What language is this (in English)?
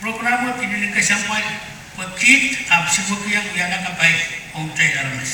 Pohnpeian